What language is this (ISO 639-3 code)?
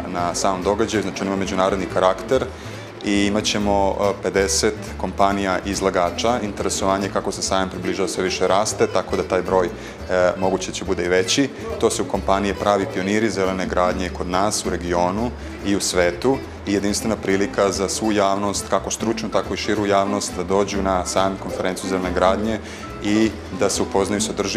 srp